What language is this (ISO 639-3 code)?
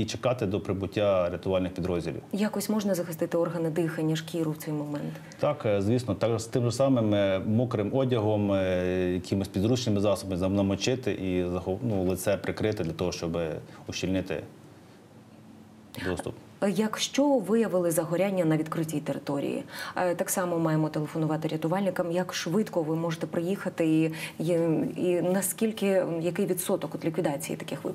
ukr